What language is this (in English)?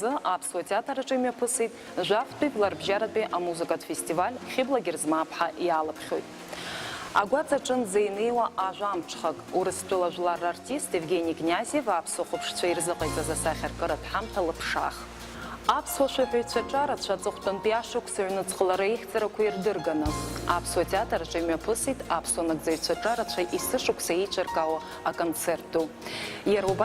Abkhazian